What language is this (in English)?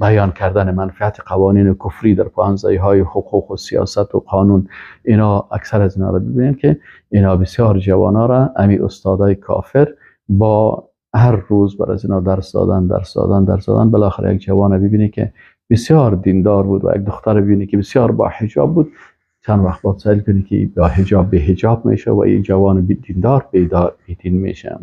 Persian